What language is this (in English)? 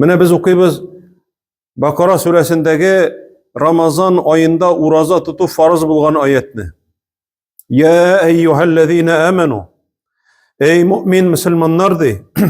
Tatar